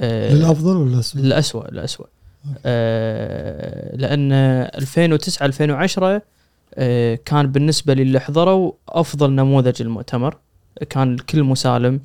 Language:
Gulf Arabic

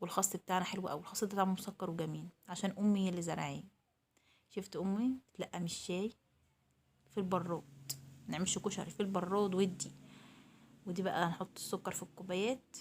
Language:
Egyptian Arabic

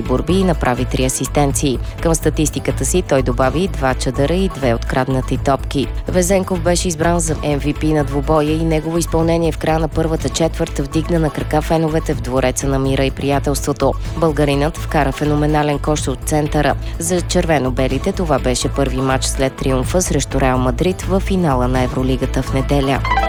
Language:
Bulgarian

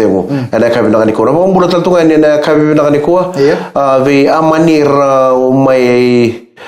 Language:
Fijian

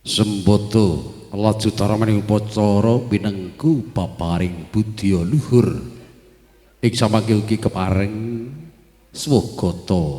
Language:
Javanese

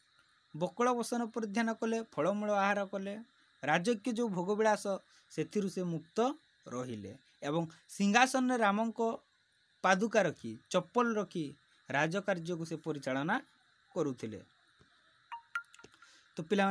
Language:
Odia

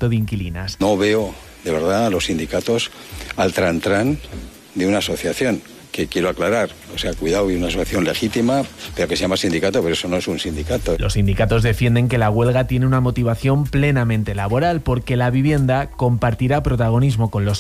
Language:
Spanish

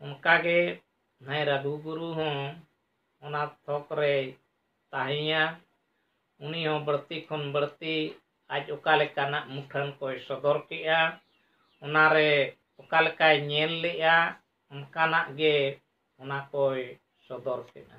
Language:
Santali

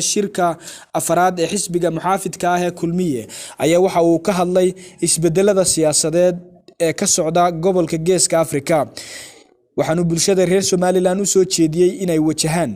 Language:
Somali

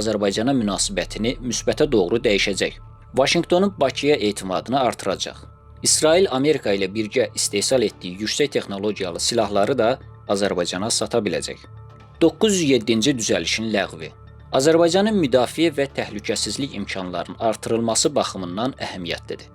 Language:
Azerbaijani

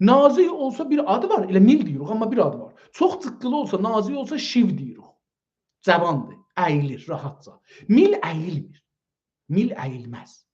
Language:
South Azerbaijani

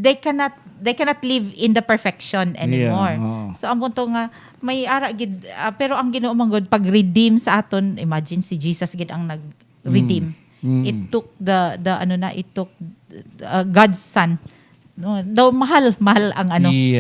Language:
Hiligaynon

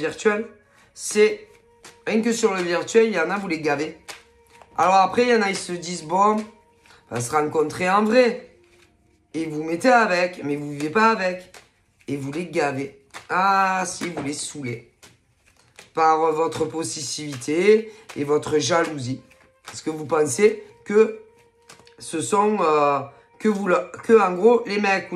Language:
French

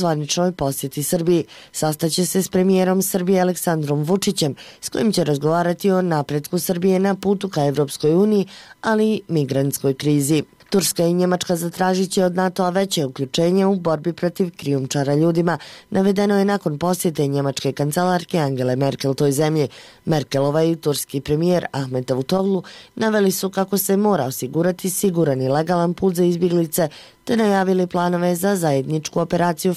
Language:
Bosnian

